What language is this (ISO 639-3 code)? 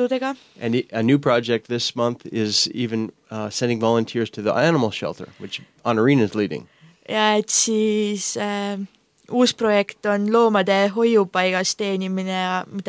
est